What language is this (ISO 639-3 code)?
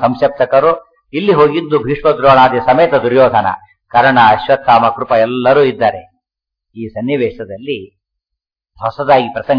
kan